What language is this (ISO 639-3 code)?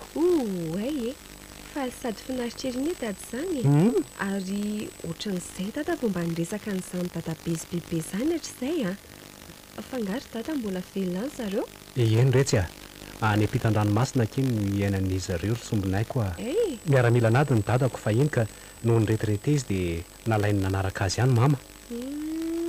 mlg